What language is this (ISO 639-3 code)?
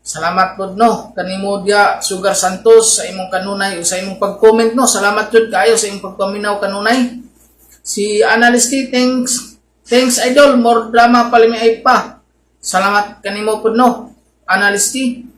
ceb